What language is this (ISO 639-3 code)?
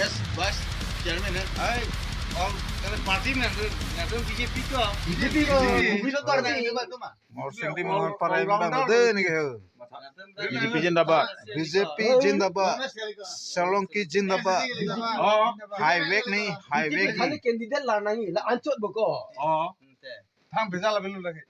mjw